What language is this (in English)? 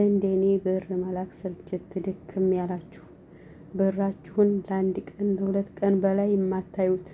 Amharic